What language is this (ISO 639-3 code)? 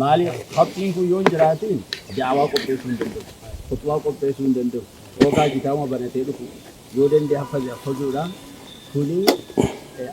orm